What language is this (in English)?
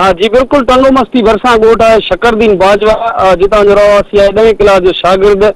Sindhi